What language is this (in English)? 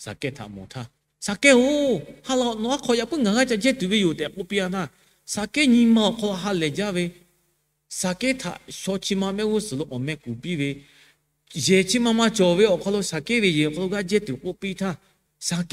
Lahu